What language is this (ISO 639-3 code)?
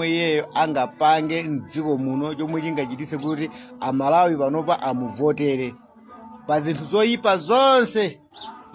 nya